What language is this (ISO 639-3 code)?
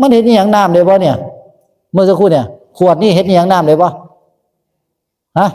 tts